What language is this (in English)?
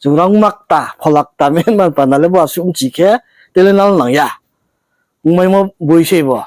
Riang (India)